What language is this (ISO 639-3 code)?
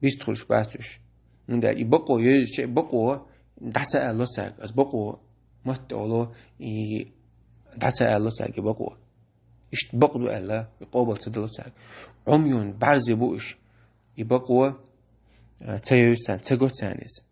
che